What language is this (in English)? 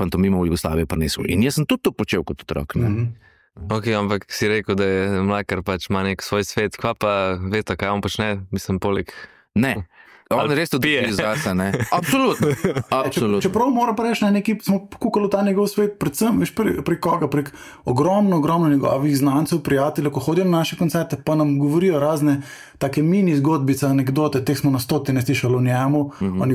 Slovenian